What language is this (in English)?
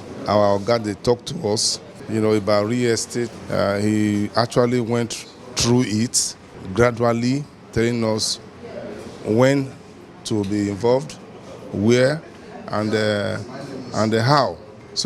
Nigerian Pidgin